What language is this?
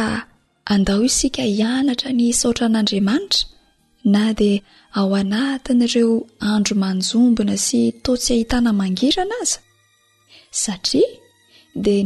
Malagasy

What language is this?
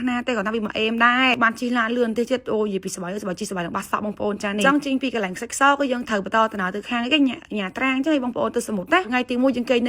Khmer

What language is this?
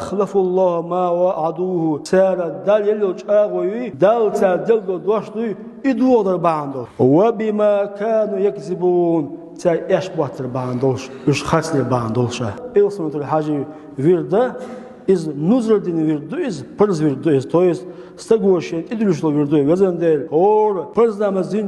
Chechen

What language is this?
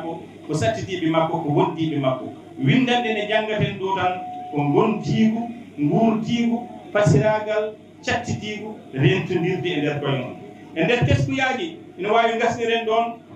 Fula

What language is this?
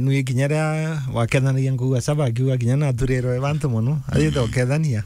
Meru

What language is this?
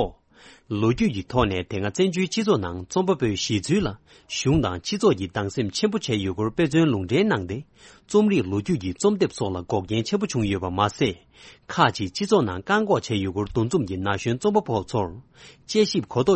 Tibetan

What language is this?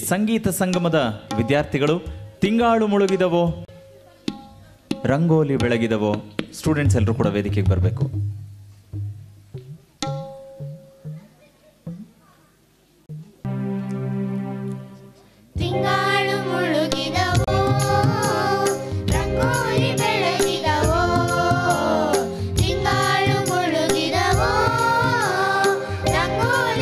Kannada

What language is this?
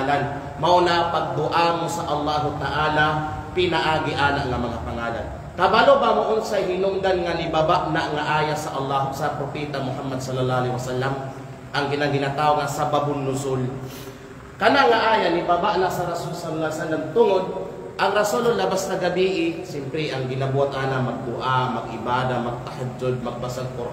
Kalagan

